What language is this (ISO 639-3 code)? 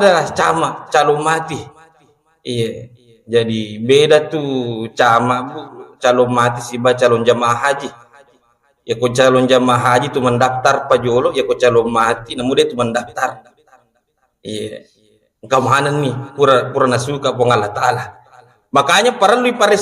bug